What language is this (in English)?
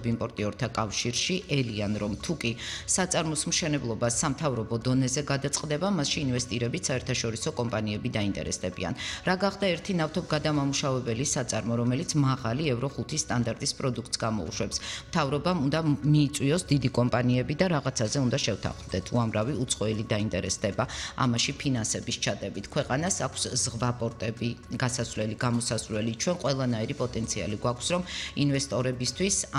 Georgian